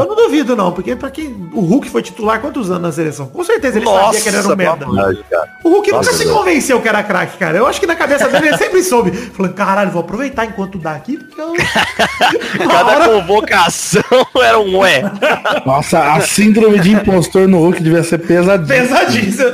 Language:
Portuguese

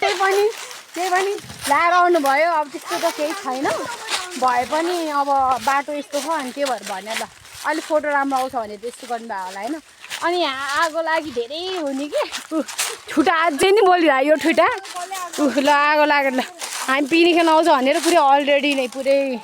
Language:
Nepali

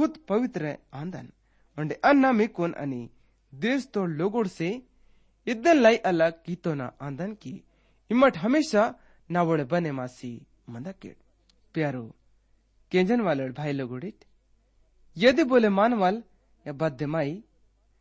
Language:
Gondi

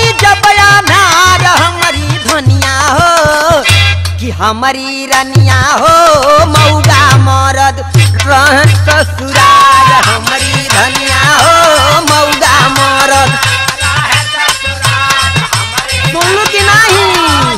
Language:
Bhojpuri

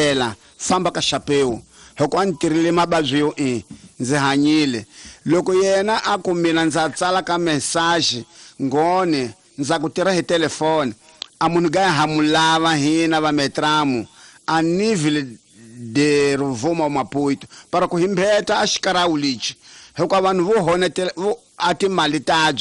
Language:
Tsonga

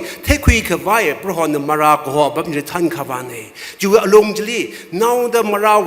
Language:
Tangkhul Naga (India)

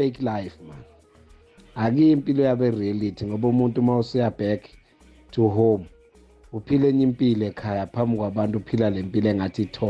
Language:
South Ndebele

